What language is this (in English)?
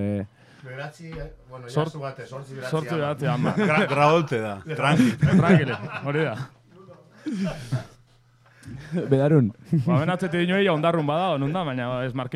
Basque